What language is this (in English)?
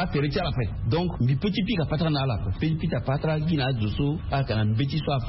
Sango